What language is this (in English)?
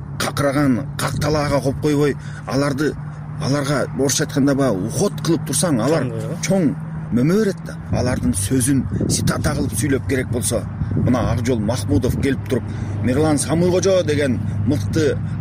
Kyrgyz